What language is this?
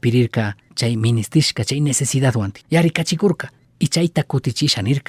Chimborazo Highland Quichua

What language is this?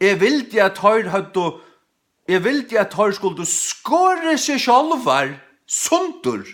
Faroese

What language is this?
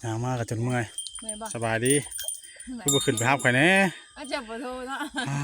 Northeastern Thai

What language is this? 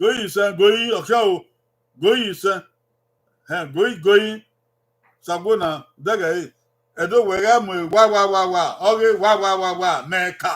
Bini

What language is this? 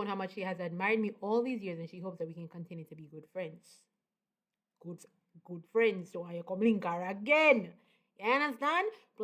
Jamaican Creole English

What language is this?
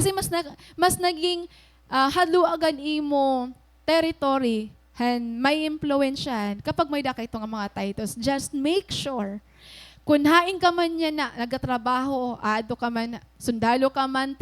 Waray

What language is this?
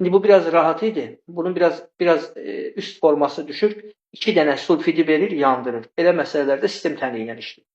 Azerbaijani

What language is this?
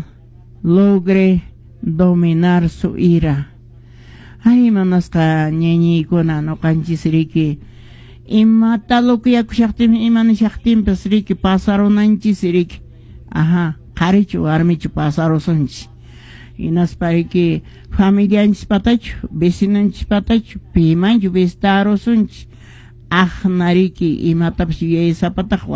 Quechua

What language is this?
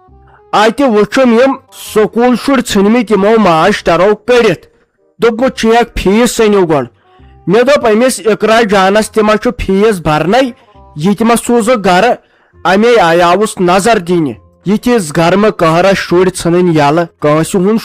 Kashmiri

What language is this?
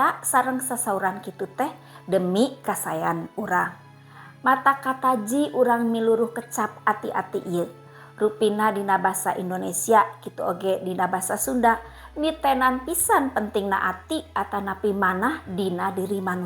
Sundanese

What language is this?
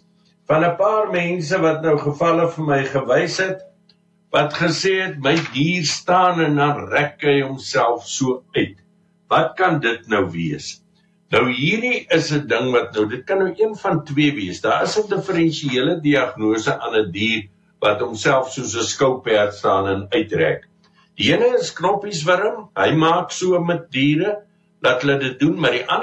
Afrikaans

